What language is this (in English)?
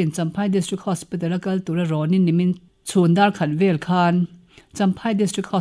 Mizo